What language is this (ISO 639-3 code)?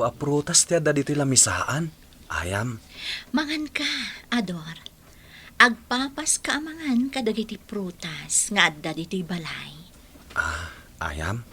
ilo